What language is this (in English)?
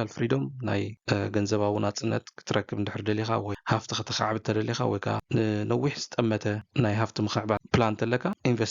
Tigrinya